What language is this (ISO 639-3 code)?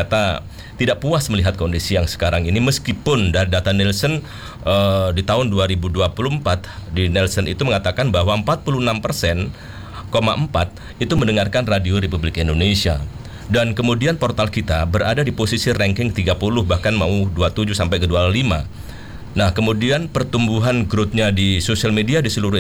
ind